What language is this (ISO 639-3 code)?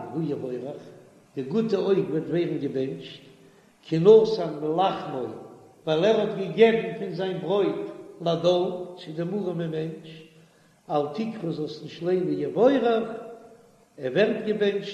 yid